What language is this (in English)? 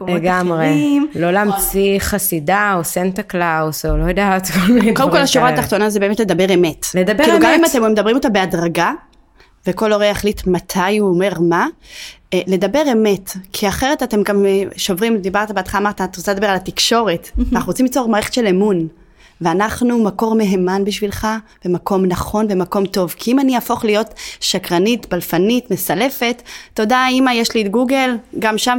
Hebrew